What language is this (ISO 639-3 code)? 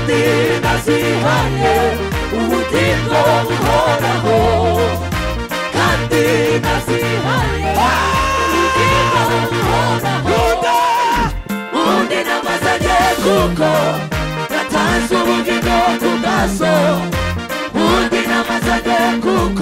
kin